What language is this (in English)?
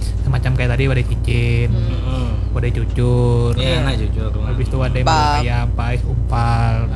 Banjar